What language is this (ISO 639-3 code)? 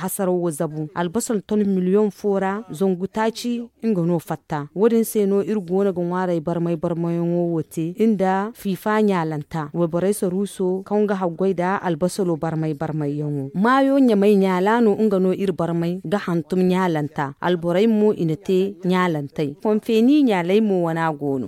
dje